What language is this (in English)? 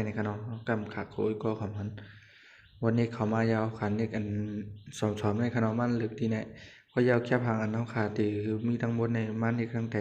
Shan